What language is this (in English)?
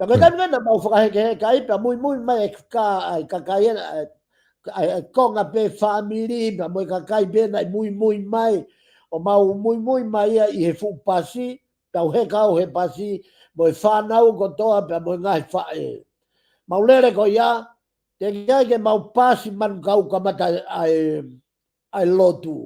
Tongan